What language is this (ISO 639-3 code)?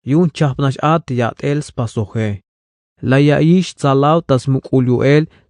tzh